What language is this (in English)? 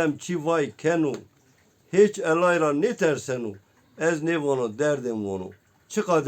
Zaza